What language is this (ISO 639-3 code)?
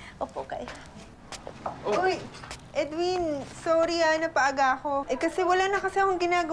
fil